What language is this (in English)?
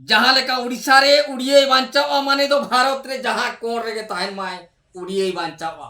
Santali